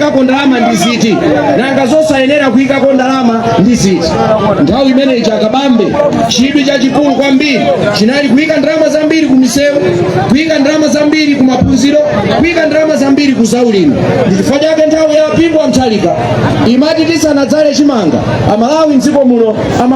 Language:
Nyanja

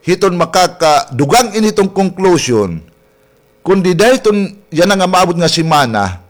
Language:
Waray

